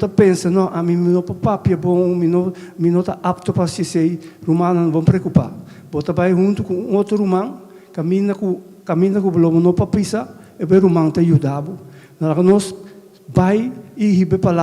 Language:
Papiamento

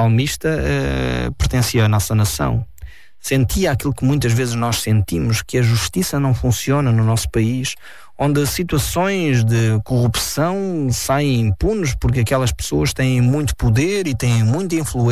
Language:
Portuguese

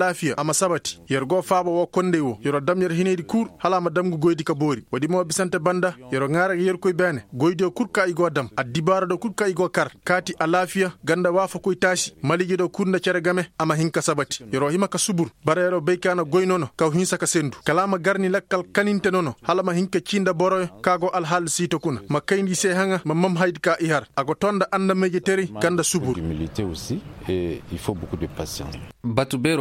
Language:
Koyraboro Senni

